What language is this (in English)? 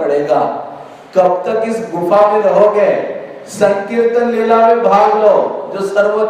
Hindi